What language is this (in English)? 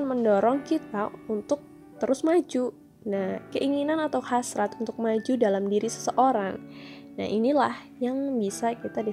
Indonesian